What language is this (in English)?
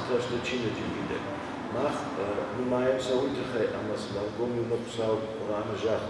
Ossetic